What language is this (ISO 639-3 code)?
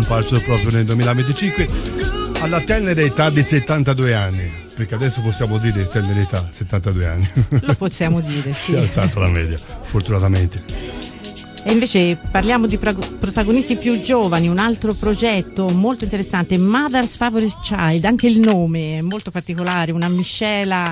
ita